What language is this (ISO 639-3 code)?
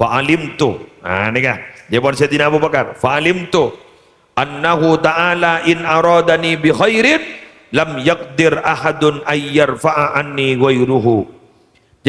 mad